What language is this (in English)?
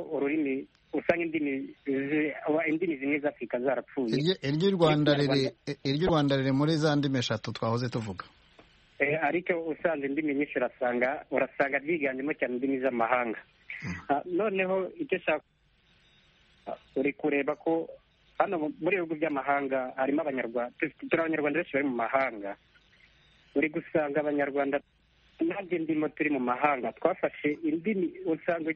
Kinyarwanda